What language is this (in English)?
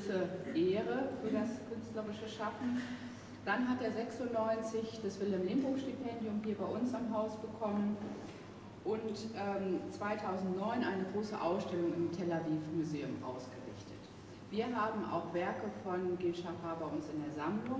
German